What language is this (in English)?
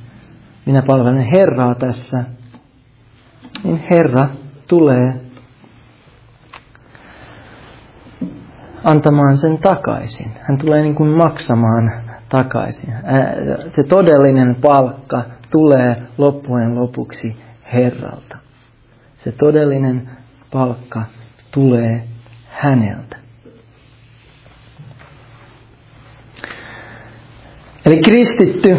Finnish